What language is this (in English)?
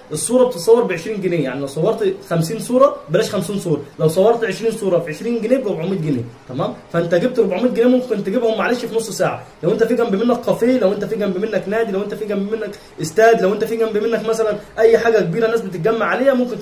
Egyptian Arabic